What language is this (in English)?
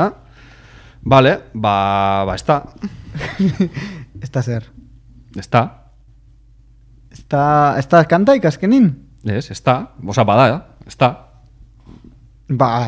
Basque